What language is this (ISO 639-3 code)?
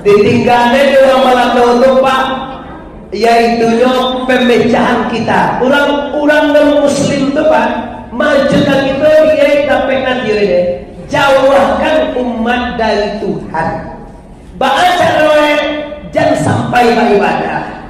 min